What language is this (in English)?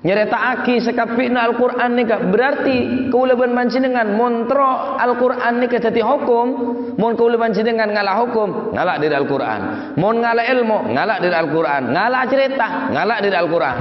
Madurese